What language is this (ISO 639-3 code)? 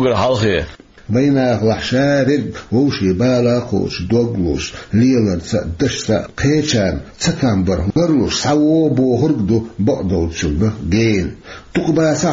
che